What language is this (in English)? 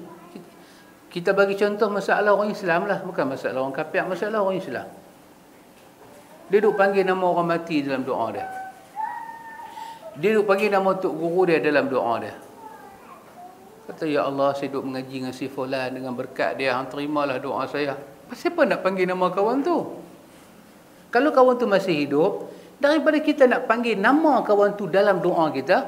Malay